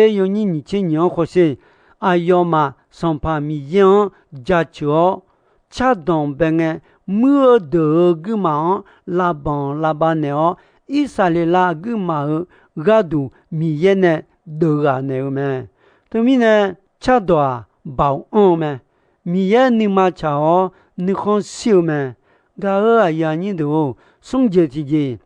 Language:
Akha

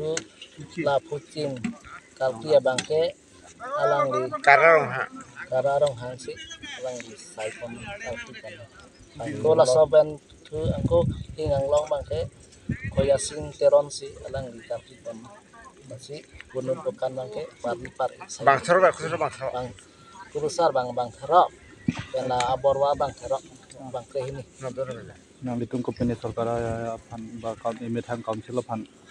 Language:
Karbi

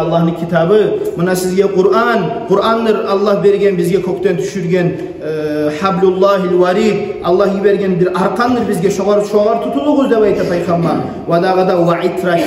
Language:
Kumyk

